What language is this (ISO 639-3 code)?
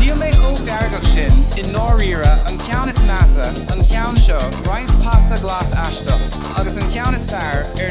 gle